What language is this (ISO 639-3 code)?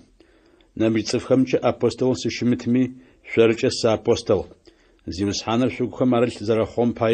ady